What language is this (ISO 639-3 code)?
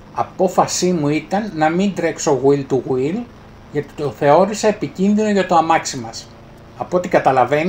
ell